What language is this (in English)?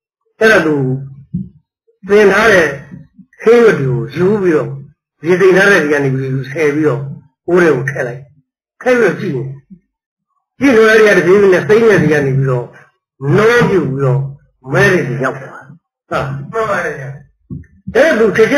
Burmese